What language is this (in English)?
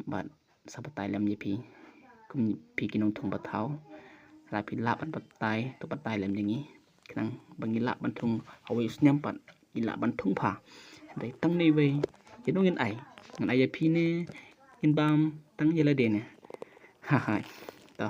Khasi